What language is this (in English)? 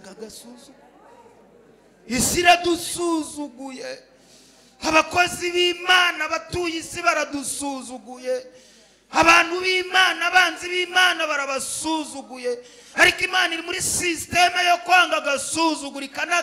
Kinyarwanda